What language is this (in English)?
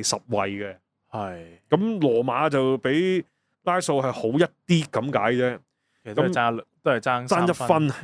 Cantonese